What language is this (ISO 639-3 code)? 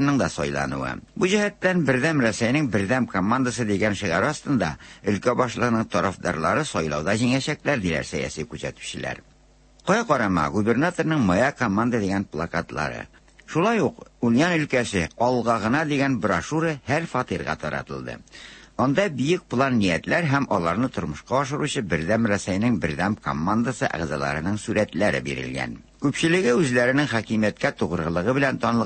tat